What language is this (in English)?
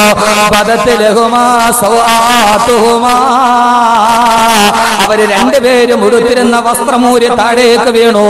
Malayalam